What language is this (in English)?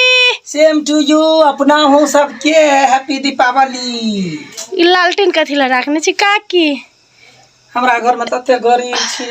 Maithili